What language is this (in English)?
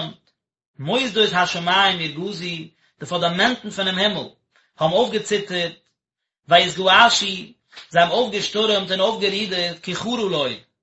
Yiddish